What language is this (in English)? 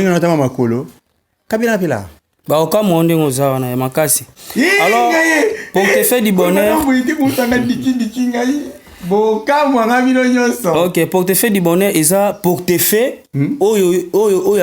Lingala